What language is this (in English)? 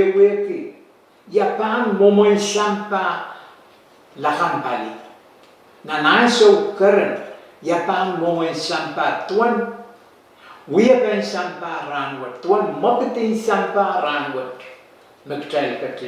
Pohnpeian